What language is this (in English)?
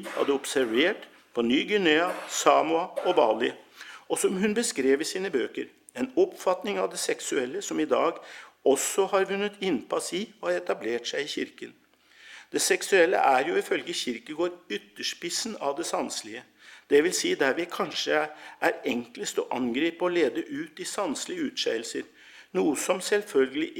Norwegian